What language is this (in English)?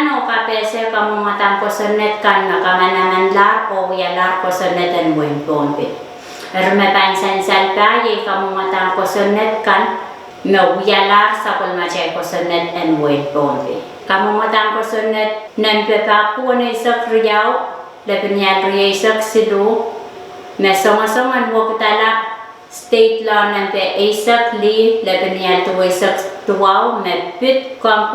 Pohnpeian